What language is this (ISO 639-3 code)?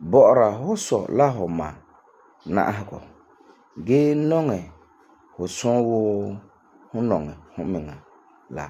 gur